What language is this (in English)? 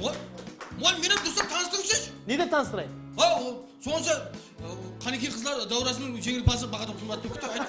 Kara-Kalpak